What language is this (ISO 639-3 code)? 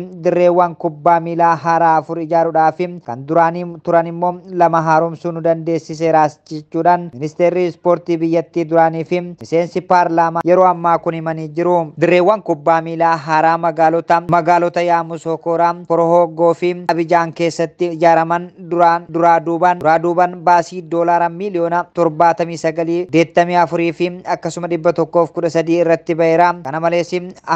orm